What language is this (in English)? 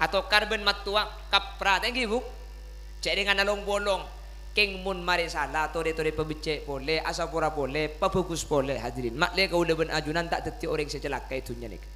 Madurese